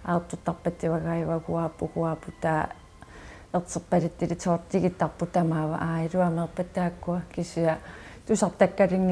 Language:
Kalaallisut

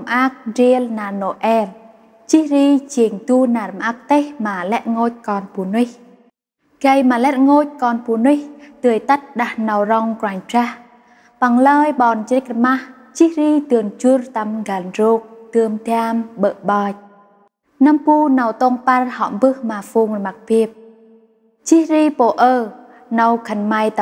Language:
Central Mnong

